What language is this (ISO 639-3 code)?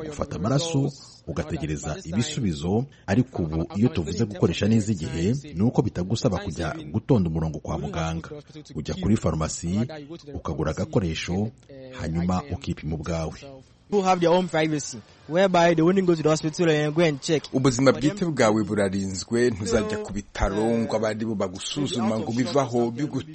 kin